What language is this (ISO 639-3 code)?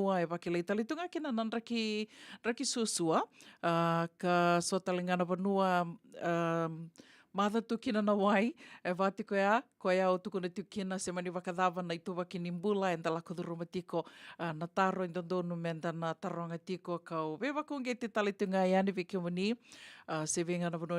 fij